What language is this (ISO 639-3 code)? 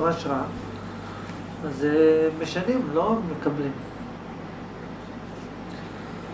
heb